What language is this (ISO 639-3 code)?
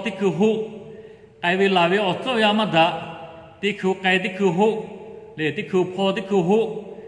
lhu